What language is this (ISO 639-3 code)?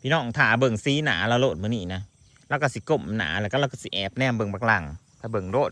tts